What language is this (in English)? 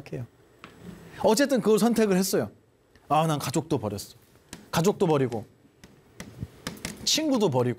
Korean